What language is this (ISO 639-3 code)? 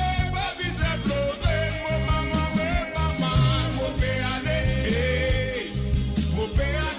mfe